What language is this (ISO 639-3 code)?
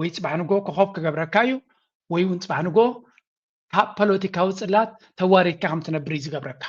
tir